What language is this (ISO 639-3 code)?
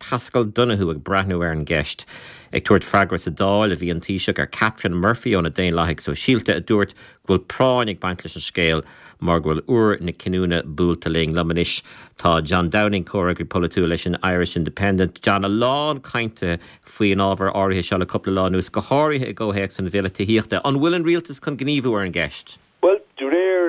gle